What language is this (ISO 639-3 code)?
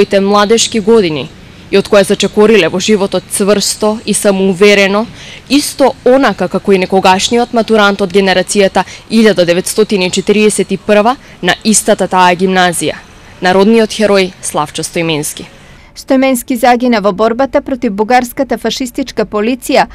mkd